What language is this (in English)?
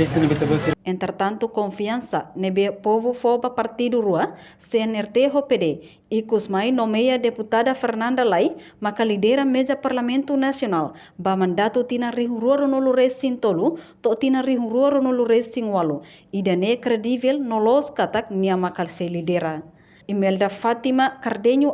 Tetum